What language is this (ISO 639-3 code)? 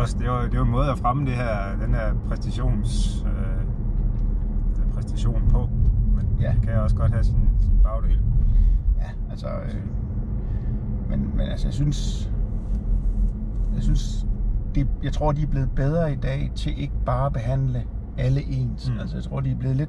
dan